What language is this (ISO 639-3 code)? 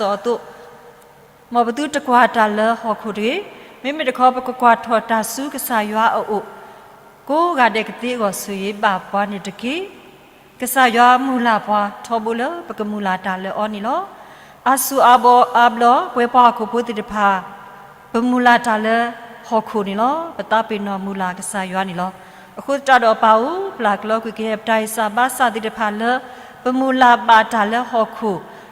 ksw